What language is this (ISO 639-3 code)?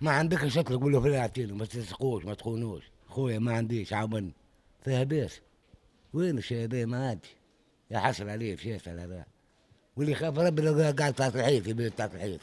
aeb